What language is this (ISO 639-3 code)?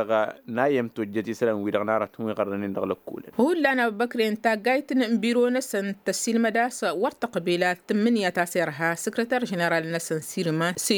taq